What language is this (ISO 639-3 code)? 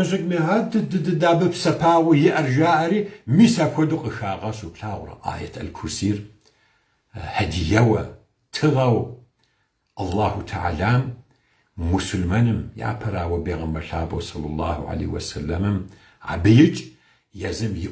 kbd